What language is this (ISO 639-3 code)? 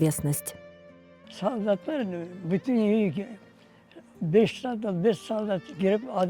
crh